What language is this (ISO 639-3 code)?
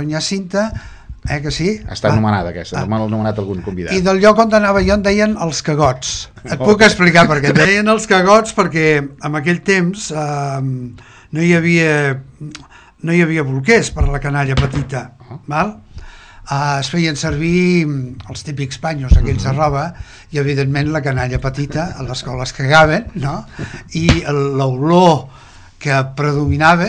cat